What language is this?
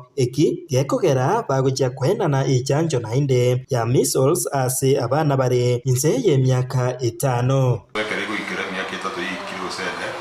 Gusii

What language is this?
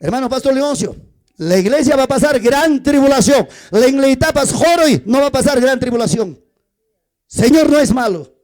Ayacucho Quechua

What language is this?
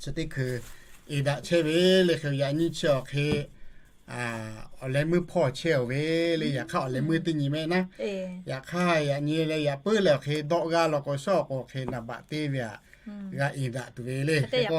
Lahu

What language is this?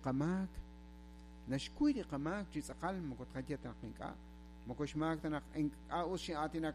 Kekchí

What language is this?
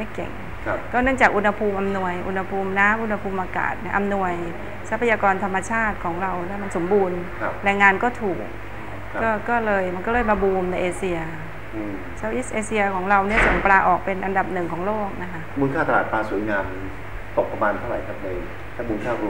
Thai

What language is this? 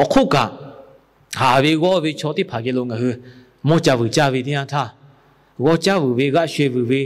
Lahu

